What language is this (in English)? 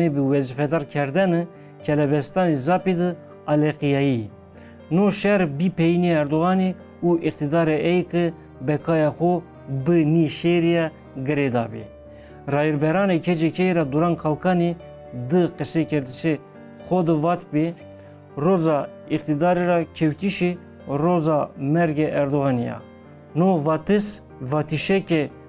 Zaza